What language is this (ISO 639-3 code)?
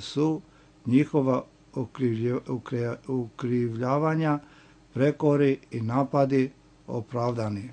srp